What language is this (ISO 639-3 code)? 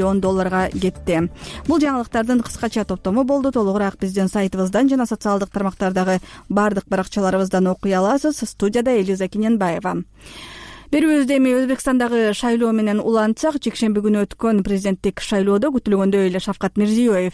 kir